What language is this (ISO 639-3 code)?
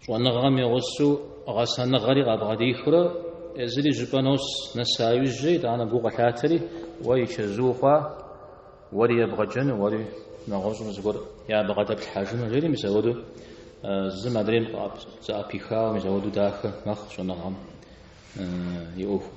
kbd